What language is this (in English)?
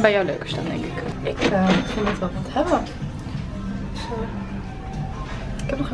Dutch